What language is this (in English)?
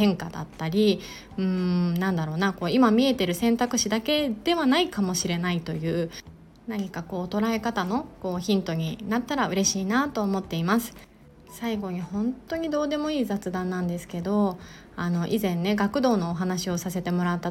Japanese